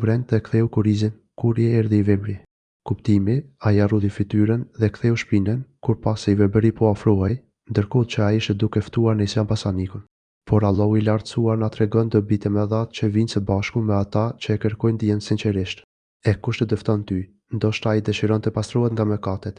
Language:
Albanian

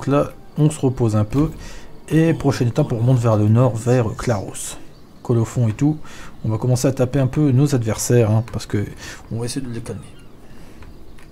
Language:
French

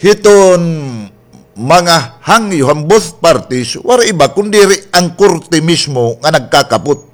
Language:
Waray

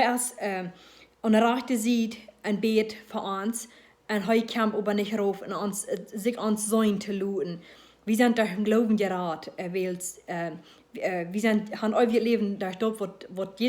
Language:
Plautdietsch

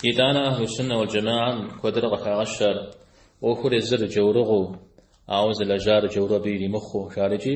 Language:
Kabardian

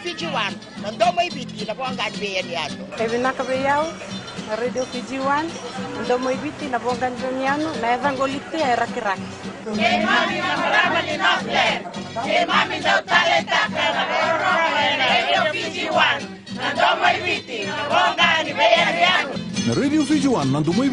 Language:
Fijian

